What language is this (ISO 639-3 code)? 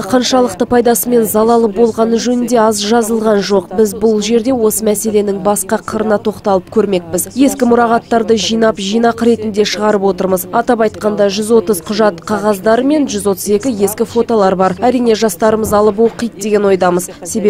kaz